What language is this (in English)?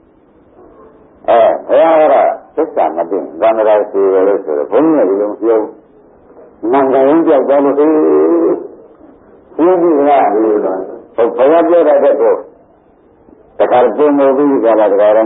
Burmese